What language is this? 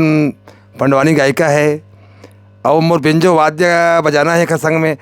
Chhattisgarhi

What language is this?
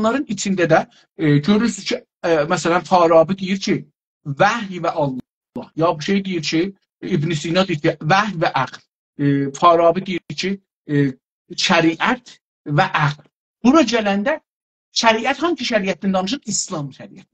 South Azerbaijani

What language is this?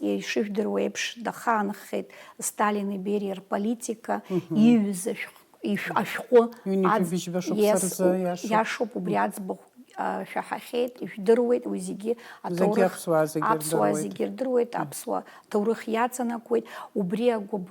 Abkhazian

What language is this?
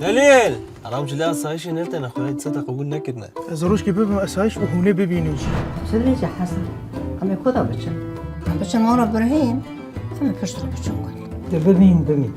Kurdish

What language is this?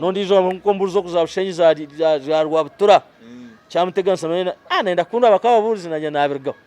Nyankole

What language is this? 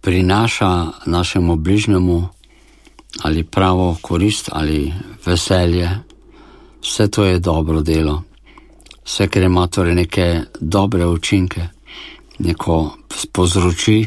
Slovenian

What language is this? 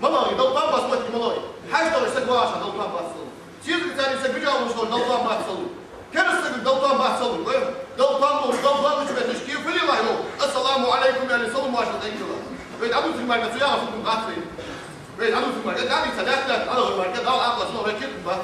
Ingush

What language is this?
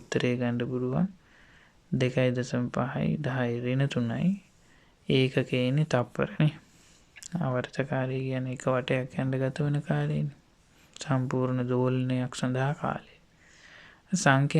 Sinhala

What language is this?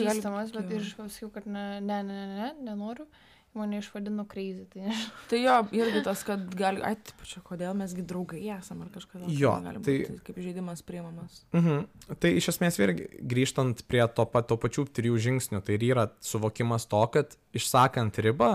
Lithuanian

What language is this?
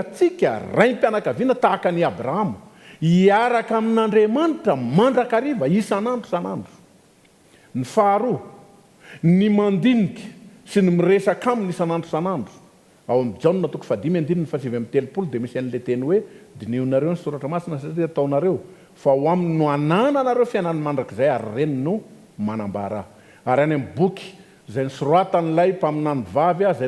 Malagasy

